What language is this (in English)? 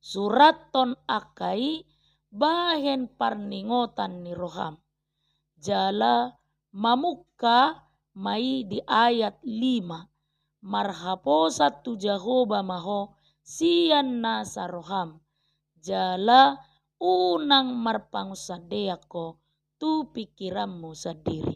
Batak Toba